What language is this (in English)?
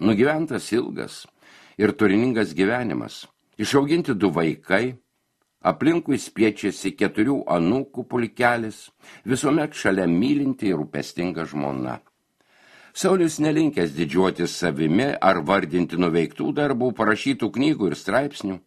Lithuanian